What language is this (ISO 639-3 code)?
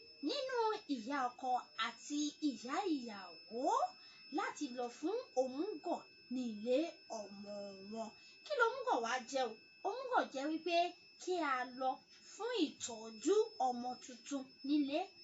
yor